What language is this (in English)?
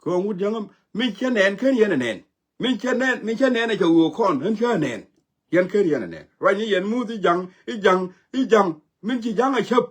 Nuer